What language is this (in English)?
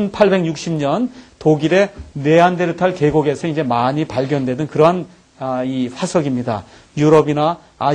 Korean